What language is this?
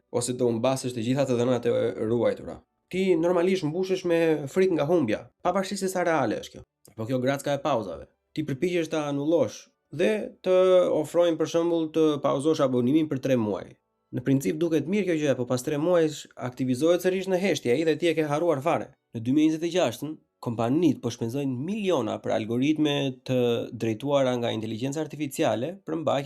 Albanian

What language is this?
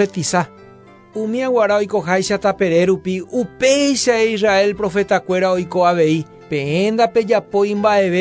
Guarani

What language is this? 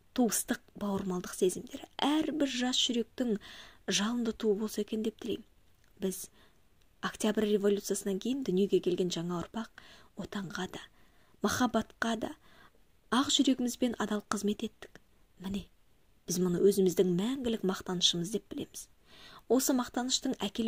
Kazakh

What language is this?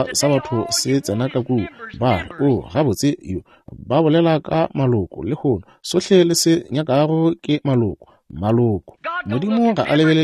Northern Sotho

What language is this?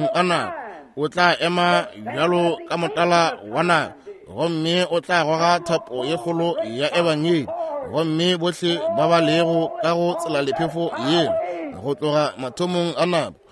Northern Sotho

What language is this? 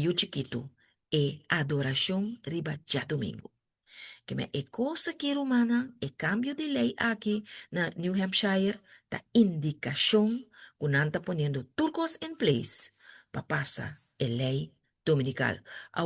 Papiamento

